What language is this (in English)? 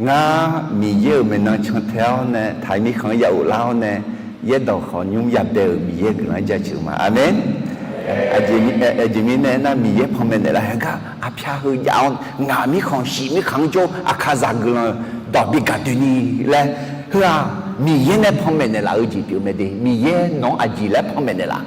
Akha